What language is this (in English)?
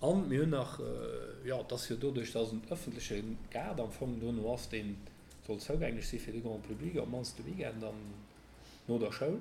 Luxembourgish